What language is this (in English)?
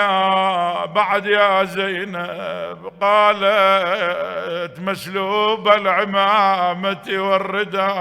Mesopotamian Arabic